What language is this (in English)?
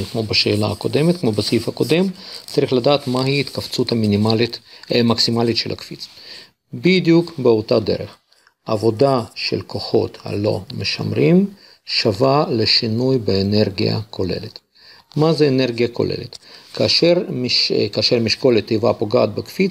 Hebrew